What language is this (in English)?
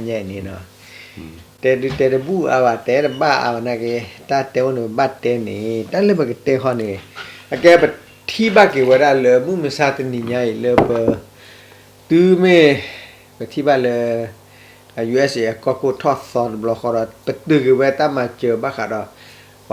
S'gaw Karen